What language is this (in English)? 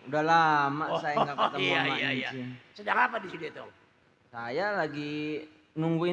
Betawi